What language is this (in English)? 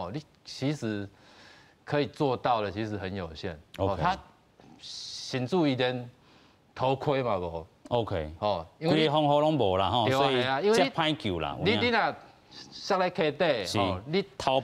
Min Nan Chinese